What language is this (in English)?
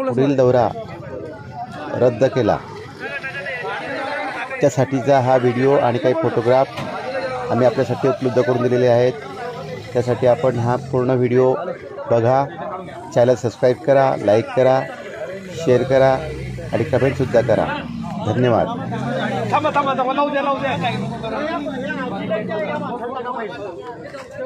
Marathi